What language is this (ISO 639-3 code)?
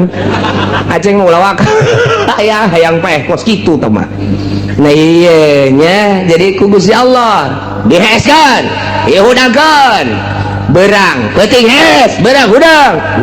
sun